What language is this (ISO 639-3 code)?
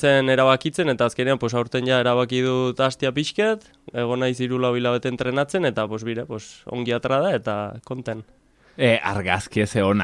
eus